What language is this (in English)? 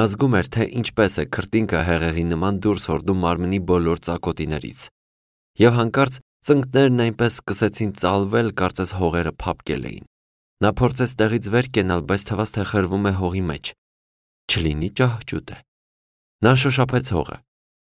Armenian